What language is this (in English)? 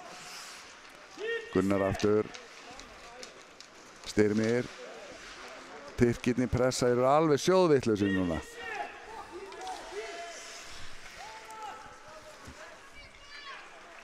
Icelandic